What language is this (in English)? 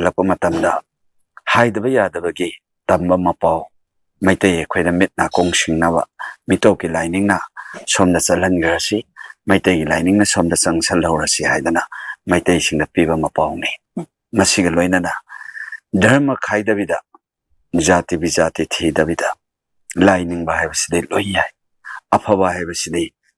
Manipuri